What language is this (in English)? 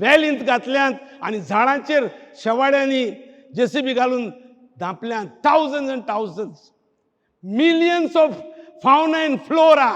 Konkani